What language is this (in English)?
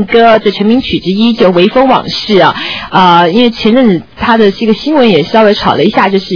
Chinese